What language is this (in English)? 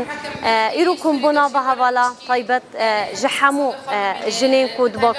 Kurdish